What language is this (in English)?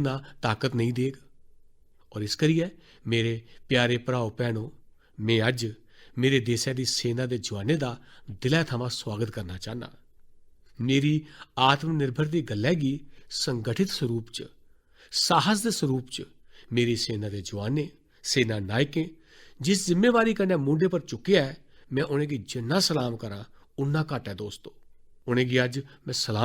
Dogri